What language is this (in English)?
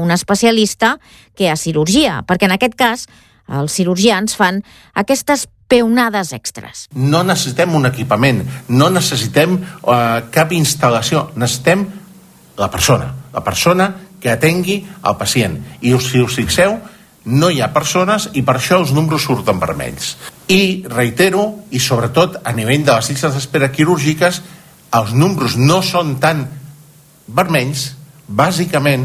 Catalan